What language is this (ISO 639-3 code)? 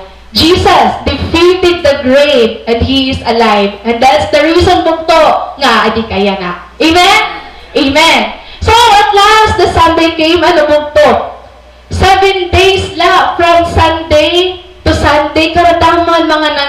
war